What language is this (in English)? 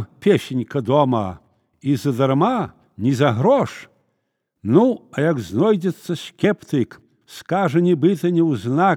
Belarusian